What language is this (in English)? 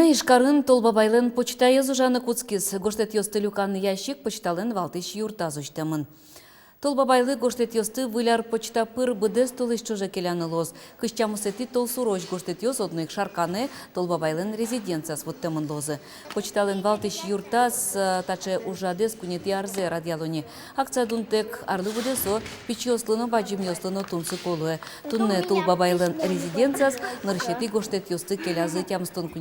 Udmurt